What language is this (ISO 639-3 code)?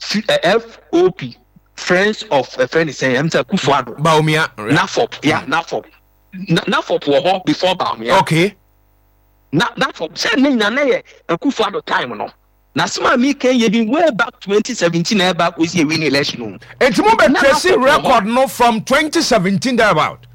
aka